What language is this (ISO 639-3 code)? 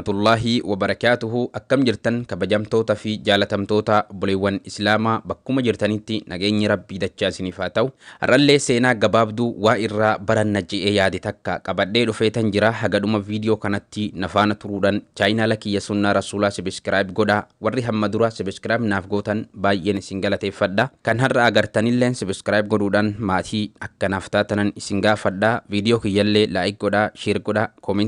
orm